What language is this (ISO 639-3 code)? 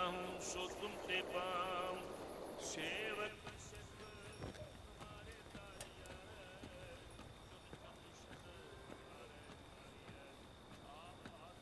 pan